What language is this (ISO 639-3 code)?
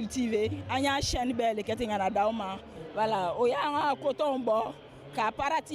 bam